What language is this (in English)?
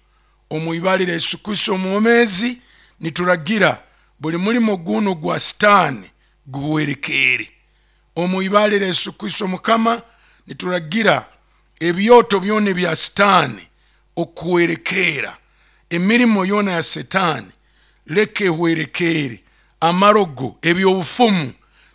Nyoro